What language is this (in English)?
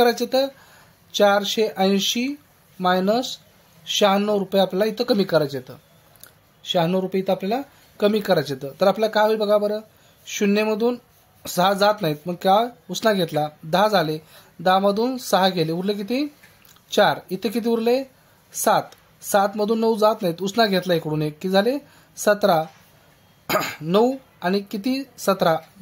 Marathi